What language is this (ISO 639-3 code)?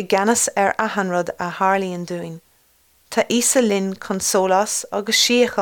gle